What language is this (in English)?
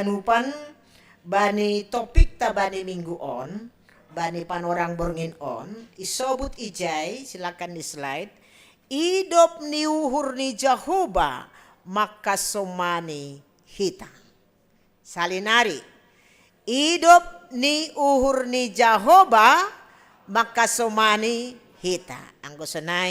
Batak Simalungun